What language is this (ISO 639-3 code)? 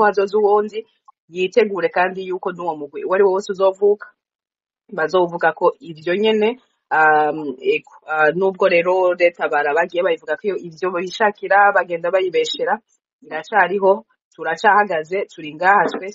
run